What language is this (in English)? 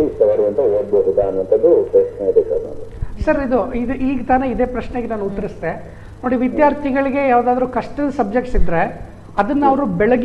Kannada